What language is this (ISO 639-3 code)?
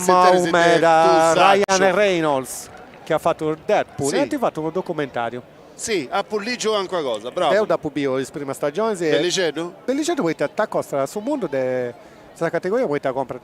srd